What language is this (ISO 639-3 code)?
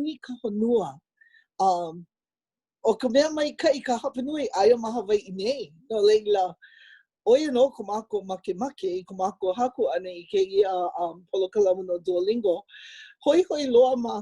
haw